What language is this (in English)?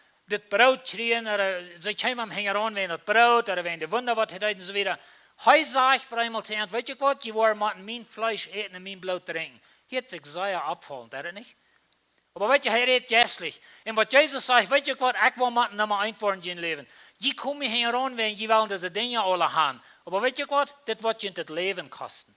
Plautdietsch